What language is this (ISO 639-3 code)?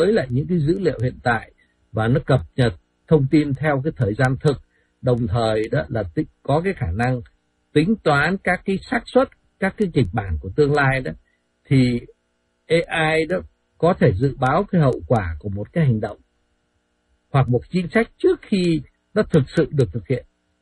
vie